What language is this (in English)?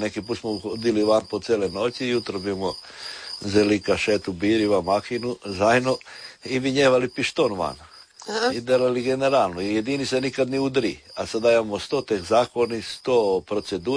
Croatian